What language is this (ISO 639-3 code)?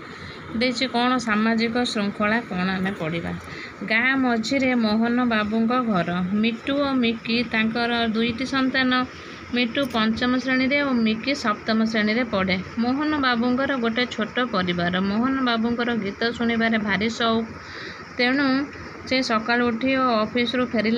ori